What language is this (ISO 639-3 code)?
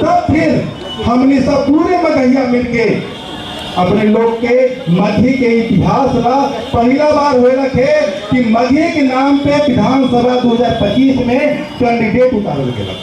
mag